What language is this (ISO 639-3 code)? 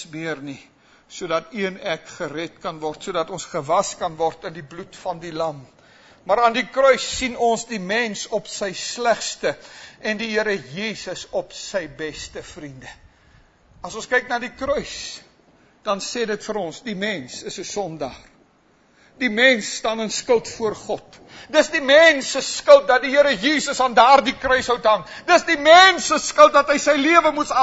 afr